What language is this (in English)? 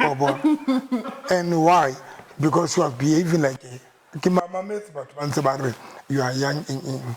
Southern Sotho